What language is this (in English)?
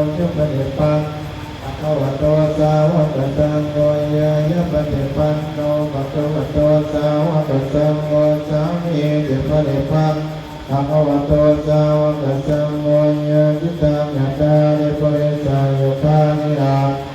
Pali